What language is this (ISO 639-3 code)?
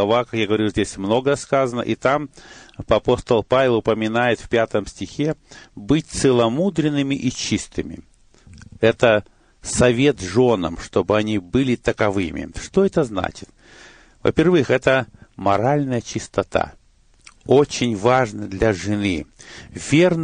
rus